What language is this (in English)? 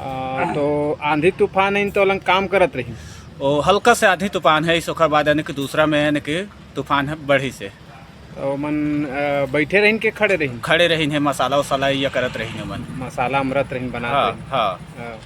Chhattisgarhi